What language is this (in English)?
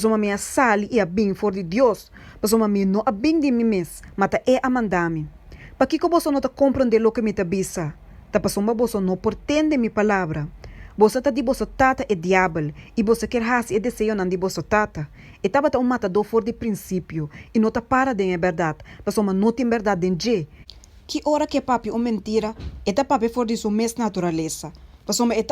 Papiamento